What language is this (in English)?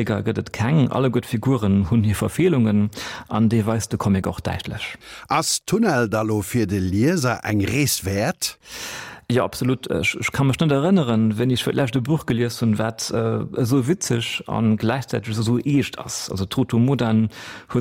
Luxembourgish